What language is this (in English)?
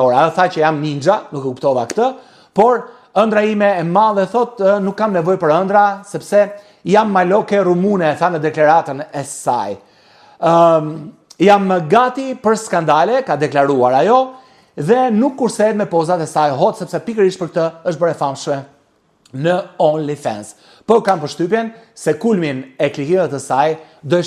Albanian